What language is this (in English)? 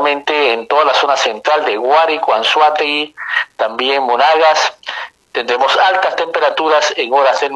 Spanish